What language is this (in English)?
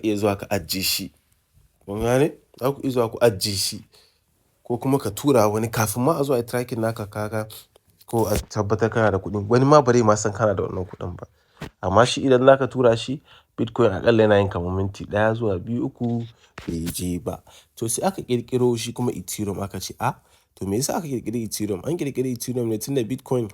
Hausa